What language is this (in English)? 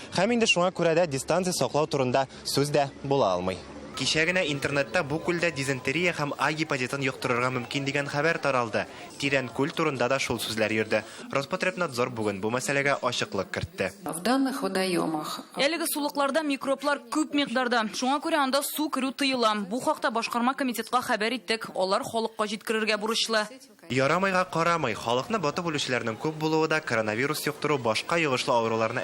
Tatar